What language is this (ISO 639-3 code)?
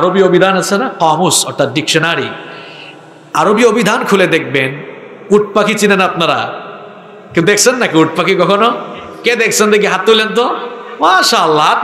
ben